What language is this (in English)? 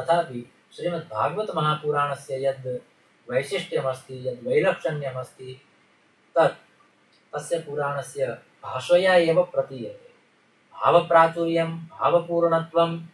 Sanskrit